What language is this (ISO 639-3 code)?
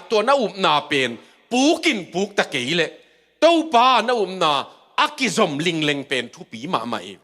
ctd